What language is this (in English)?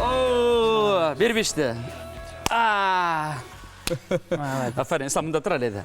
Bashkir